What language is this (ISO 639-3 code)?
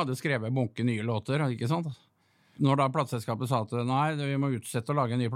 nor